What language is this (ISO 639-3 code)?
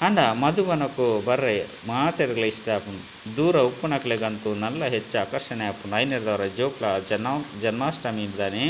tcy